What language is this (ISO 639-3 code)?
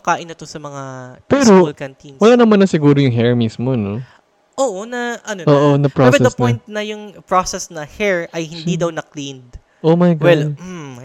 fil